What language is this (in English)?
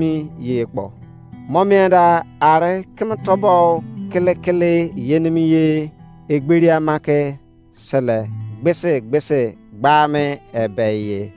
Izon